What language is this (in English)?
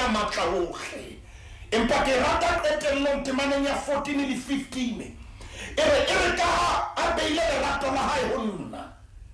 Southern Sotho